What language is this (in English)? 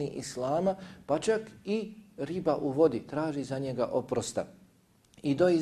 Bosnian